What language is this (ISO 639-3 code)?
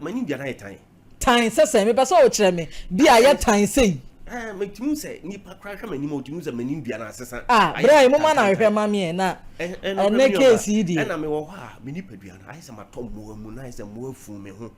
aka